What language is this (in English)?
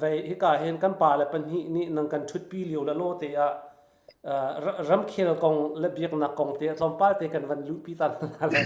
Hakha Chin